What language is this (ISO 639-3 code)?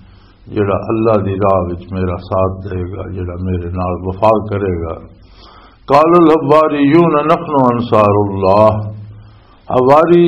lah